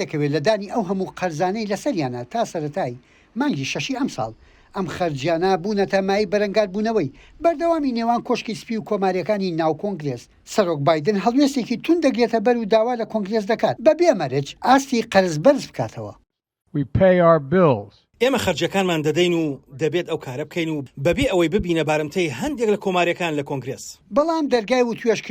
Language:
Central Kurdish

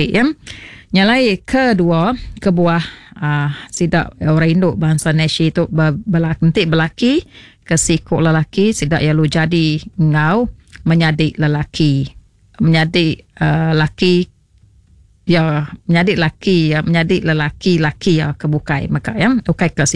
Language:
Iban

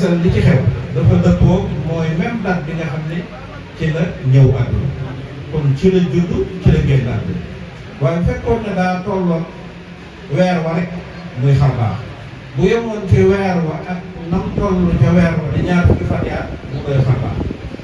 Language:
Wolof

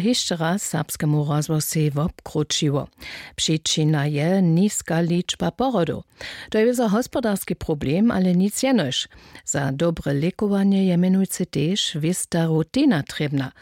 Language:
Upper Sorbian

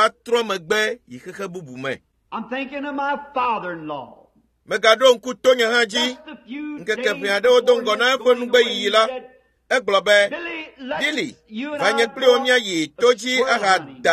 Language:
Ewe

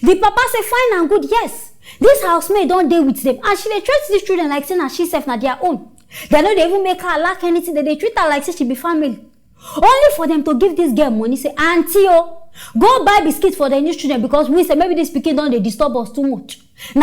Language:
Nigerian Pidgin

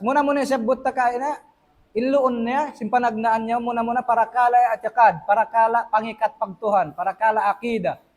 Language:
Tausug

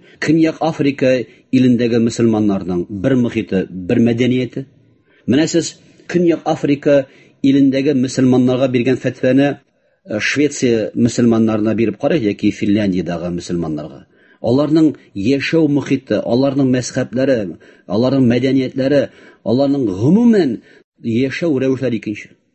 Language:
Tatar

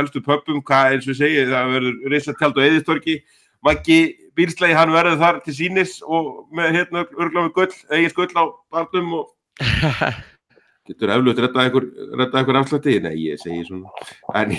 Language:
Icelandic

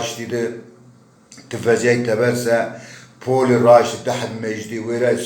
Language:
Zaza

